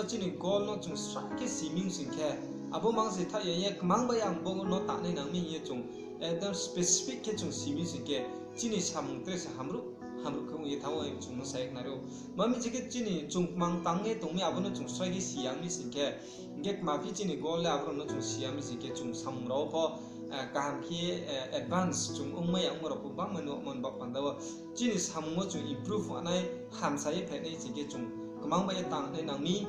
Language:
Riang (India)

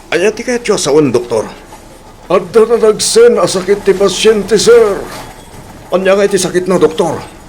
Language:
Iloko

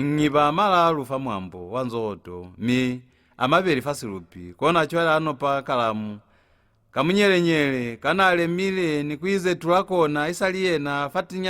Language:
Lozi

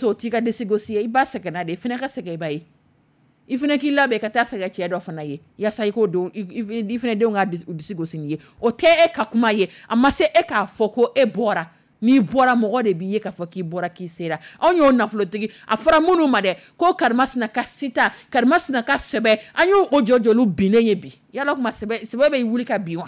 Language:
Dyula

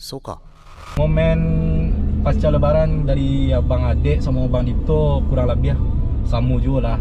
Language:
Minangkabau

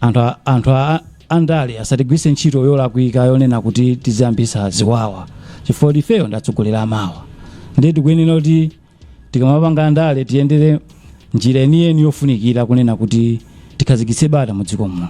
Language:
Nyanja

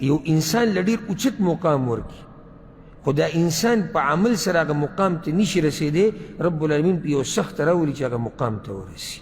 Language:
Pashto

